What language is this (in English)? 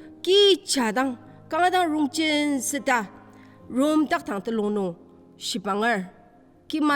Ao Naga